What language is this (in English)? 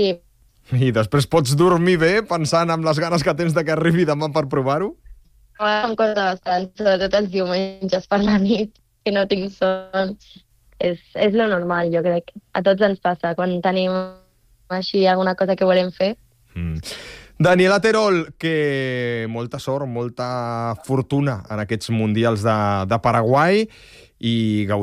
Catalan